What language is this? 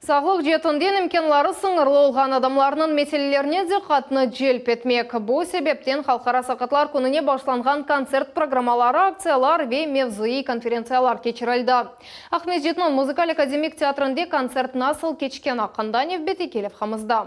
Crimean Tatar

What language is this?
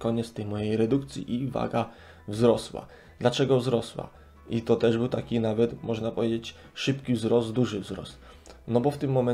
Polish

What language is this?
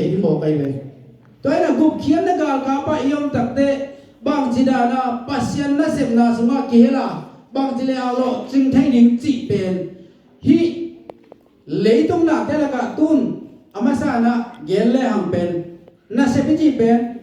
Tedim Chin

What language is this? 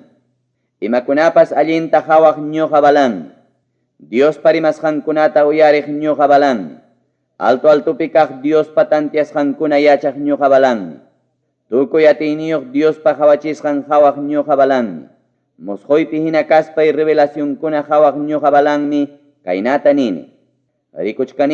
Ayacucho Quechua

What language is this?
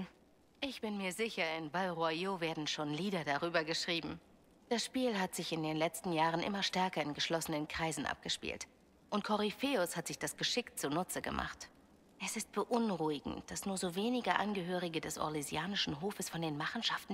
German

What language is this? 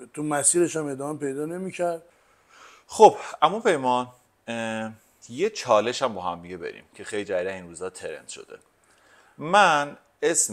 Persian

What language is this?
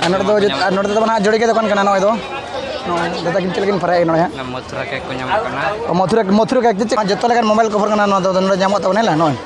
Santali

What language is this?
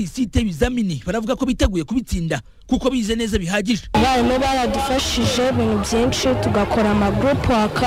Kinyarwanda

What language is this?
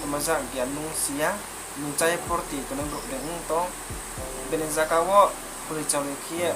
Riang (India)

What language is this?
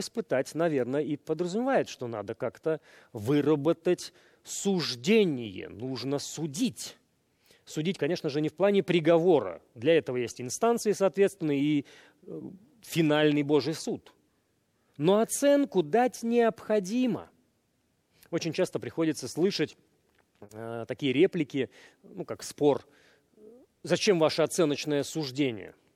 Russian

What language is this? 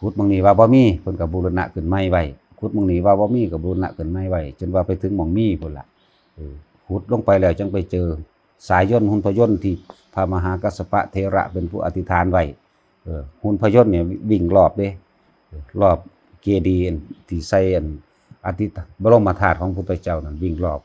Northeastern Thai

